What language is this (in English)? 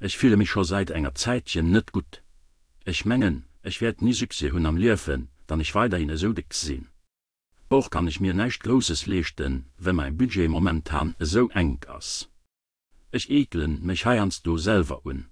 Luxembourgish